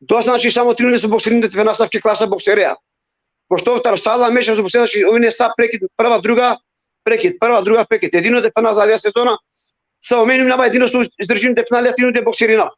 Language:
Balkan Romani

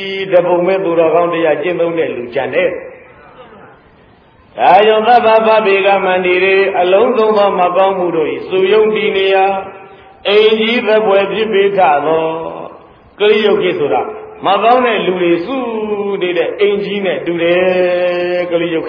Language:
Burmese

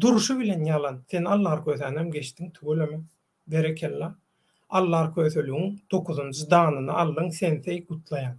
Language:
Turkmen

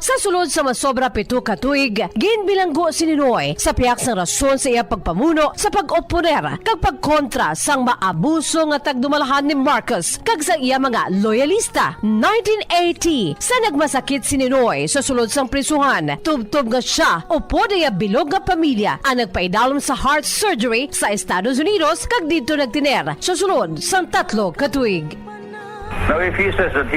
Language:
Hiligaynon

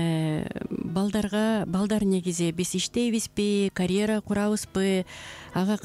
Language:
Kyrgyz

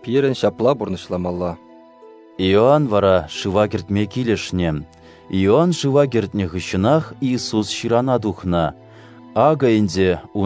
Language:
Chuvash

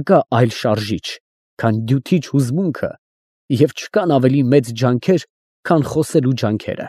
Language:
Armenian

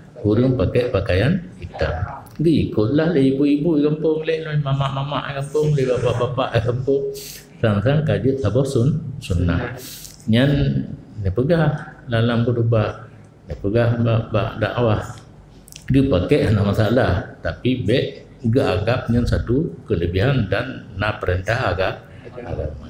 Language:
Achinese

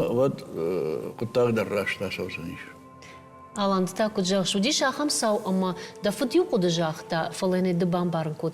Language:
Ossetic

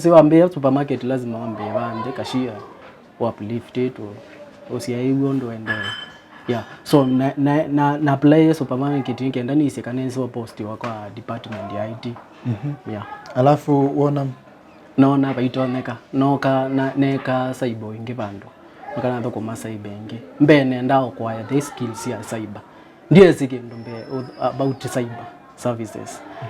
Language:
Kamba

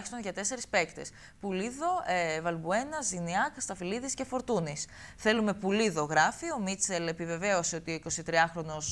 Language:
Greek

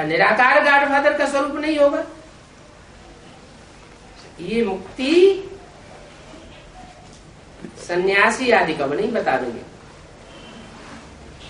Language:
Hindi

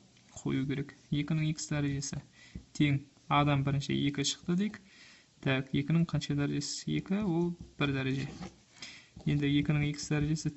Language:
Kazakh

